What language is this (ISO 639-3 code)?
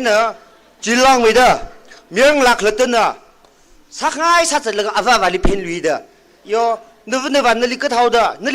nmf